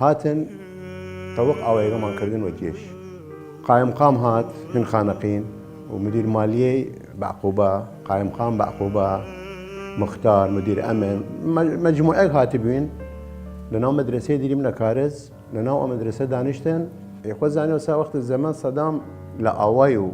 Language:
Southern Kurdish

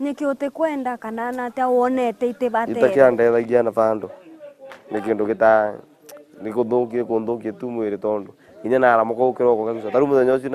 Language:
Meru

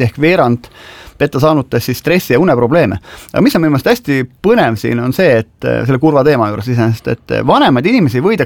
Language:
Estonian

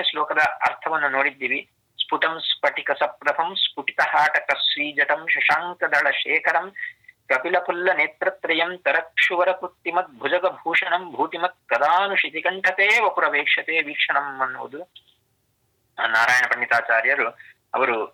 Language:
Kannada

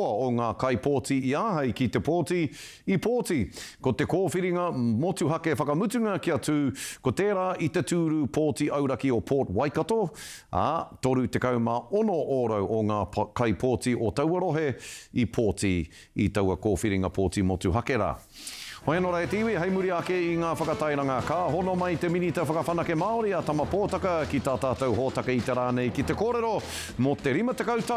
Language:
Māori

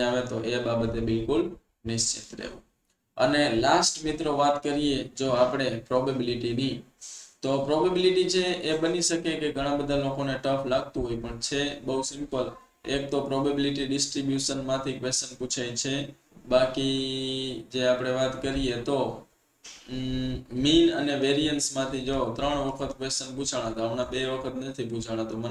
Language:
Gujarati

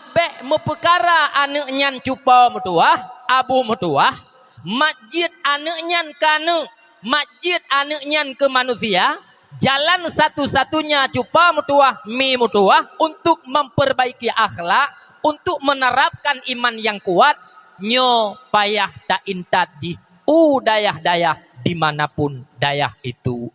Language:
Achinese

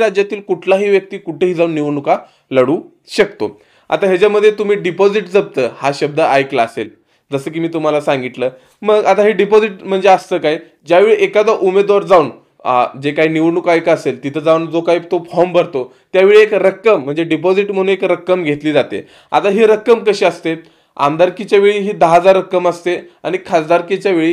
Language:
Marathi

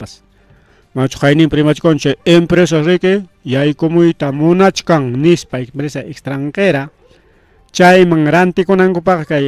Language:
Ayacucho Quechua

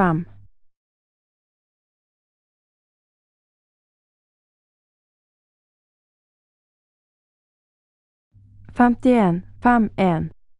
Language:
Norwegian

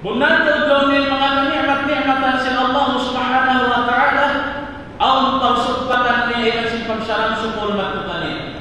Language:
Tausug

